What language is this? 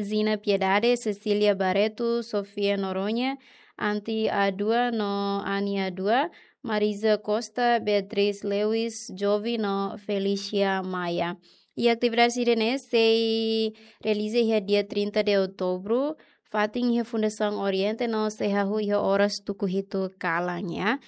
Tetum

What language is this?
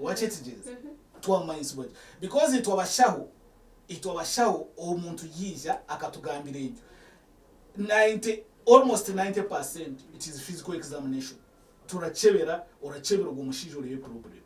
Nyankole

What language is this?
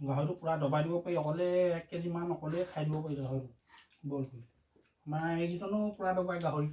Assamese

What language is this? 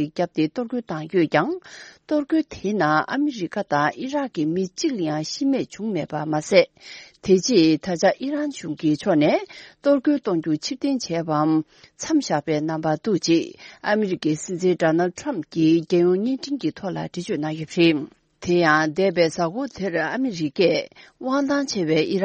Tibetan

